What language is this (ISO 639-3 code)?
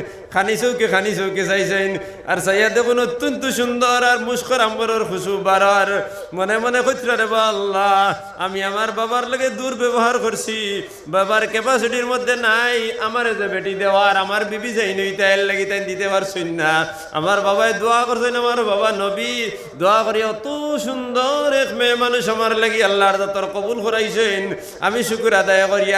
syl